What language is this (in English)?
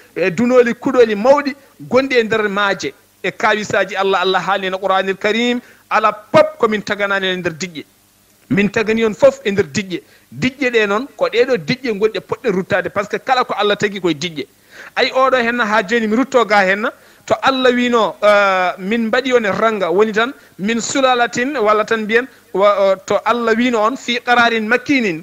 Fula